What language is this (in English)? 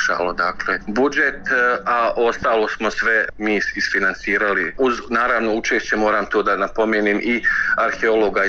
Bosnian